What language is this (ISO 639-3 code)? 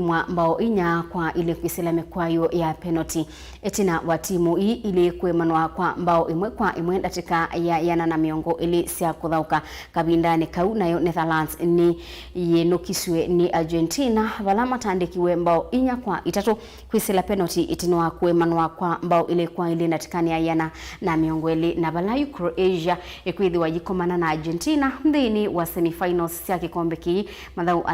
kam